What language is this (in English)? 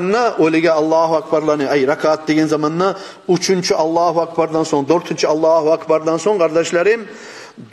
Kumyk